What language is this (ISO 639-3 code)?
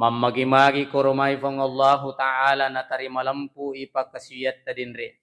bug